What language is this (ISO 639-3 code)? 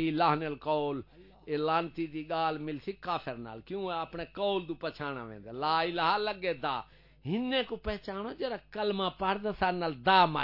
skr